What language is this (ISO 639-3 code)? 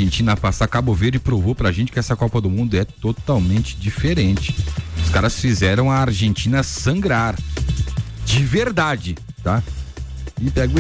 por